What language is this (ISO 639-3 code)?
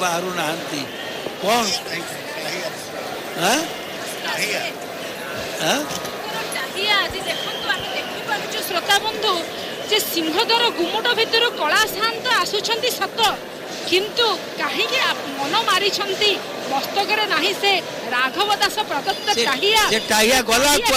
ori